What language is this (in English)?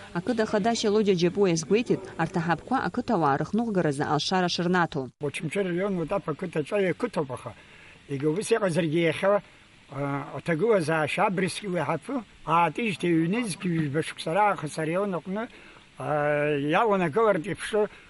Abkhazian